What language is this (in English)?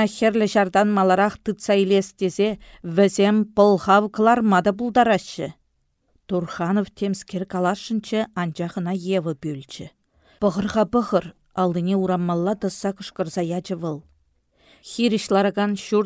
Chuvash